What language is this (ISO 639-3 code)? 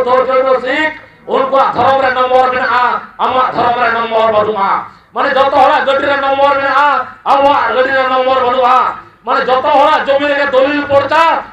sat